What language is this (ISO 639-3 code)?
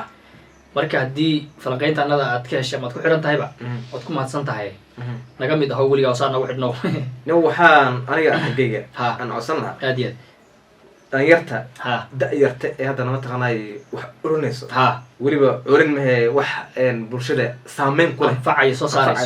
som